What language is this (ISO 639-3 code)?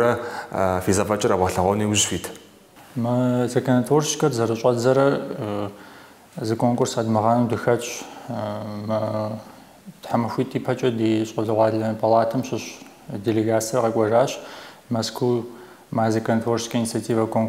kbd